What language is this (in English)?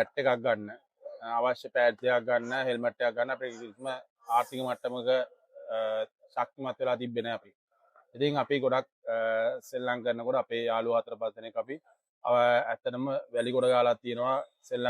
Sinhala